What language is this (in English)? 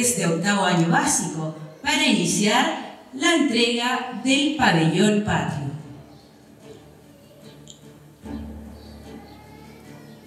Spanish